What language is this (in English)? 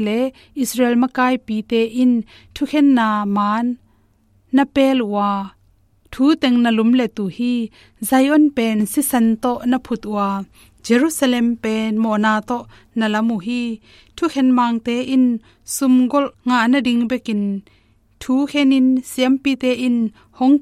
Tedim Chin